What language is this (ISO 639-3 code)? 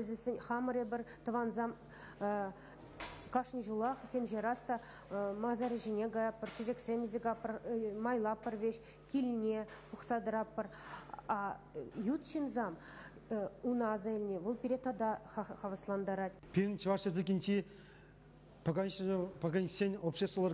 chv